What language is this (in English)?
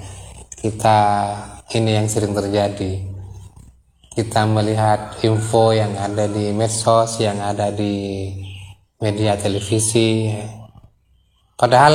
Indonesian